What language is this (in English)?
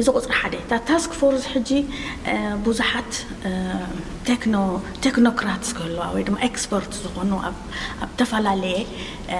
Tigrinya